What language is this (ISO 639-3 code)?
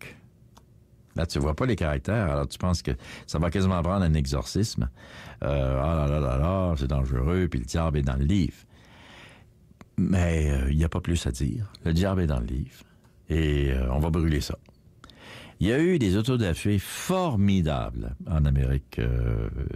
fra